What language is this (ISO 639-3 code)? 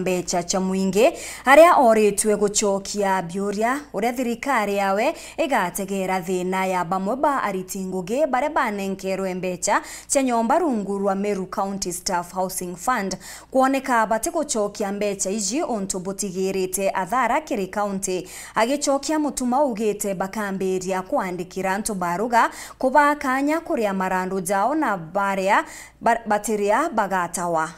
mer